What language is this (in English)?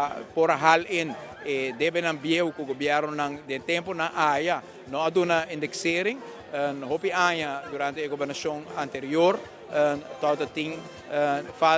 Papiamento